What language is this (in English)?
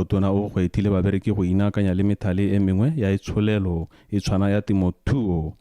Tswana